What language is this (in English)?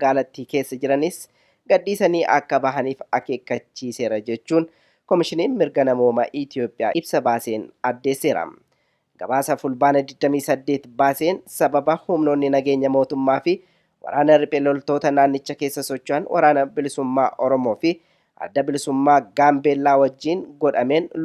Oromo